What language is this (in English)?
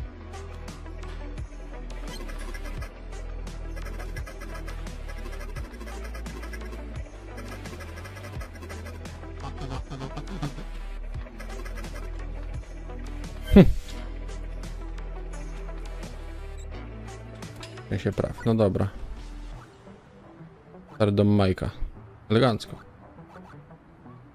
Polish